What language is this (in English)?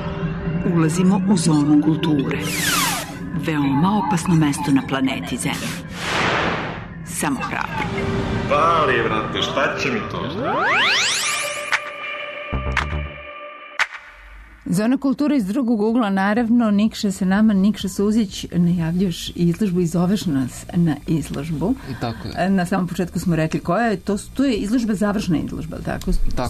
Serbian